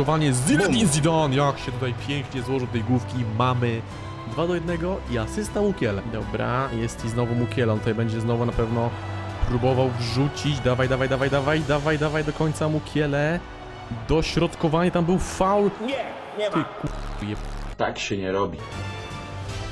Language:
Polish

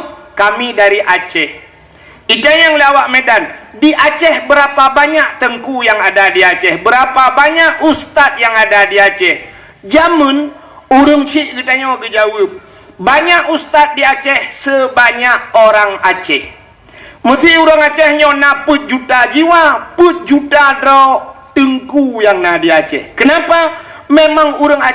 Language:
Achinese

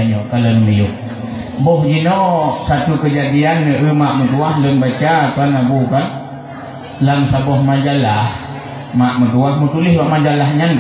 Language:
Achinese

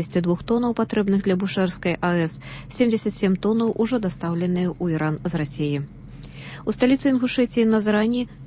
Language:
Belarusian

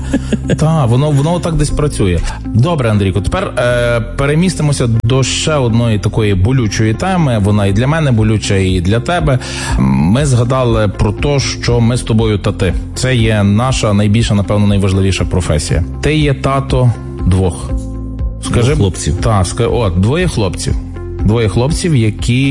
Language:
Ukrainian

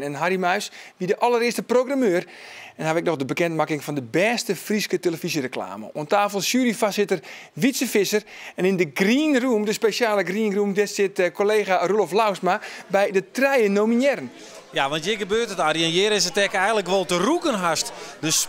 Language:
Western Frisian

